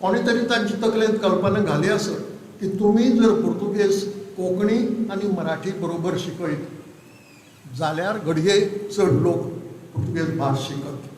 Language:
Konkani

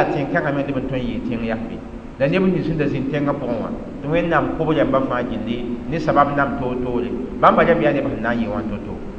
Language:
Mossi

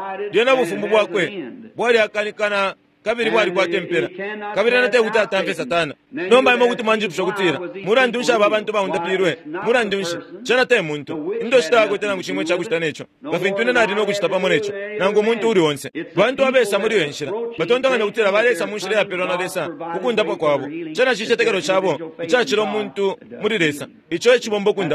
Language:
Bemba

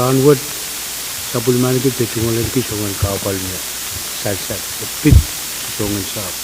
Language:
Pohnpeian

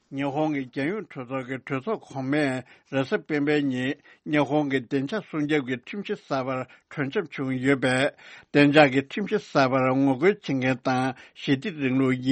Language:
Tibetan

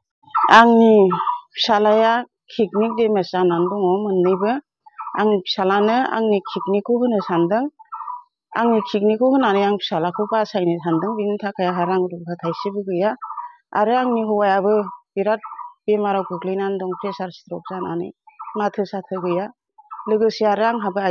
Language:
Bodo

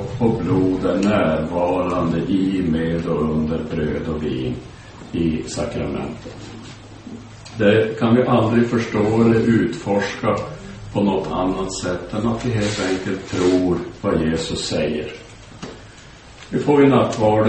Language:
Swedish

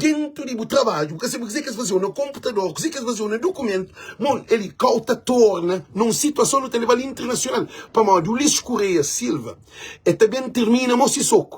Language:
Kabuverdianu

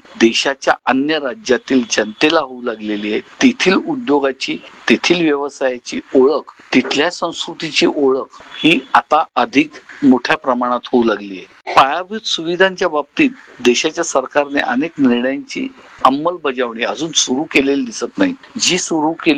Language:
Marathi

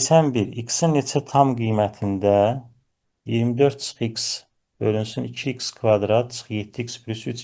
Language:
Azerbaijani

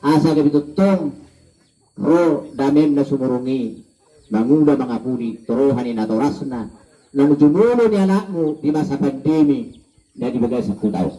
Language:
Batak Toba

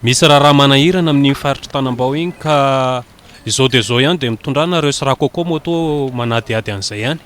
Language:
Malagasy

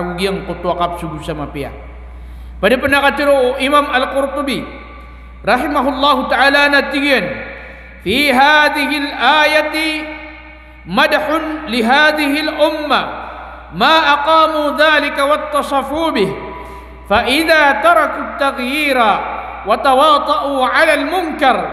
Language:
Maranao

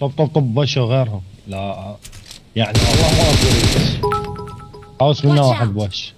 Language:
Mesopotamian Arabic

